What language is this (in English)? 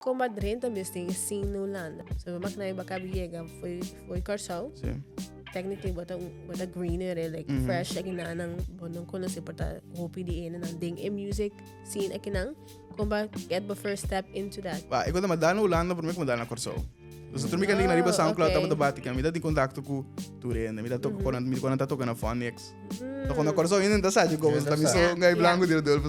Papiamento